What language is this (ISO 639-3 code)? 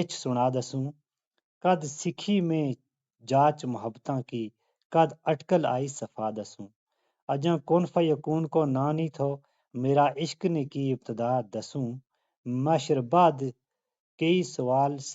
gju